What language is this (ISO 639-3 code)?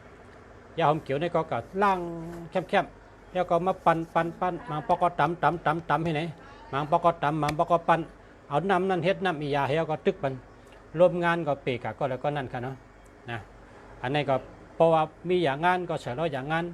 shn